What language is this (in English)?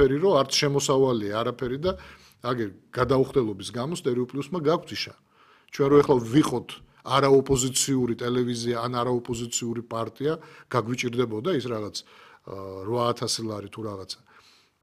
Georgian